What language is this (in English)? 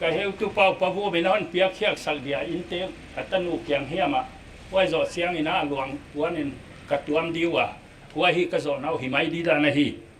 Paite Chin